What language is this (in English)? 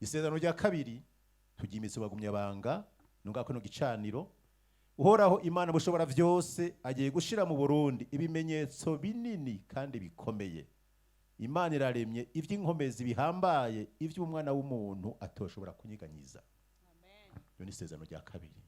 Rundi